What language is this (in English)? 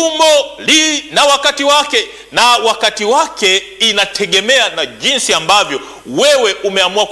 Swahili